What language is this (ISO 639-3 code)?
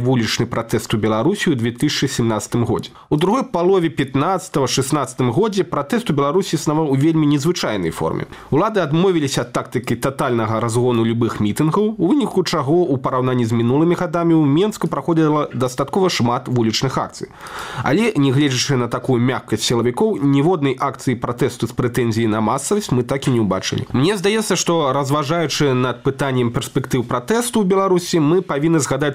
bel